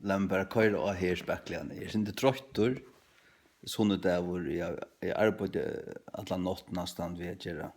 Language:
Faroese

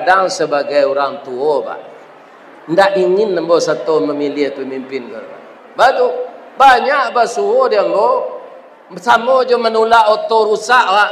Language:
Minangkabau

